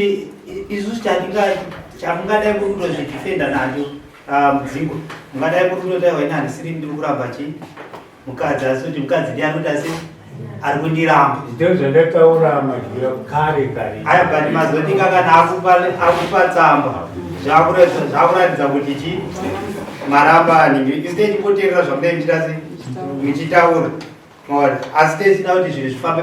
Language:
Shona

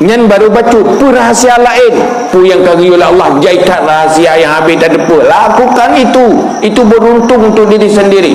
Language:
Achinese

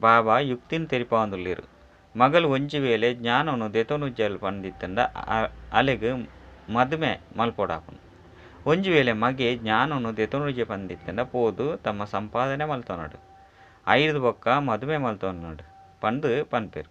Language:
Tulu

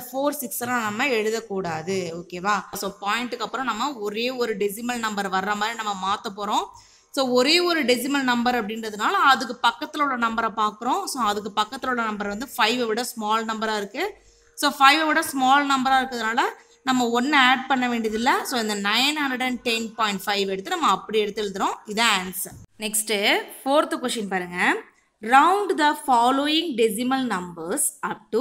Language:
Tamil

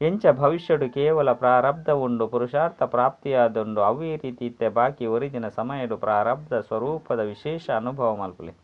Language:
Tulu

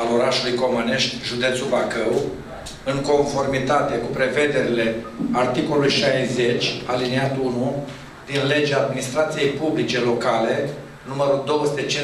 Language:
Romanian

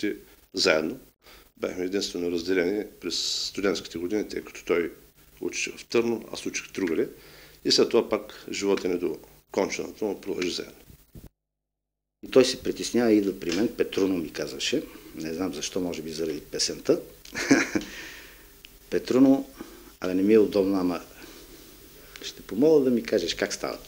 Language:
Bulgarian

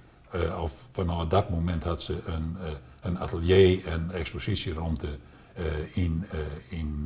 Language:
Western Frisian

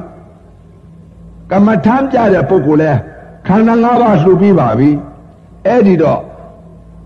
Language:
Burmese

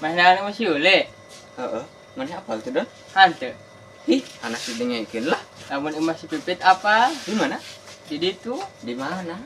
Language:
Sundanese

